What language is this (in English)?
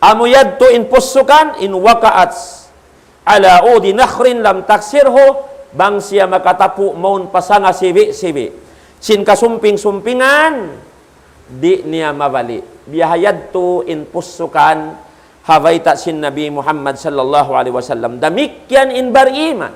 Tausug